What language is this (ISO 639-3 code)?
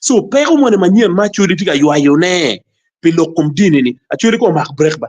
ach